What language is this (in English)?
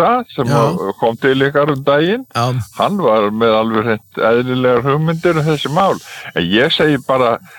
Icelandic